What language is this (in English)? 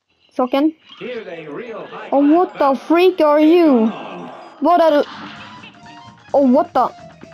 Swedish